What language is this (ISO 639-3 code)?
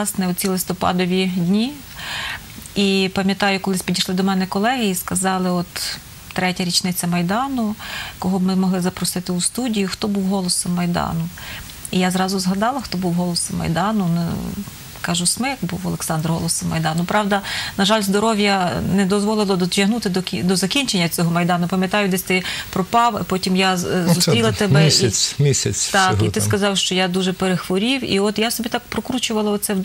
ukr